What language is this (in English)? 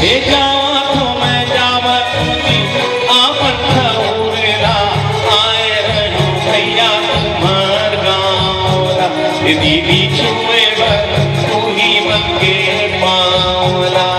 Chhattisgarhi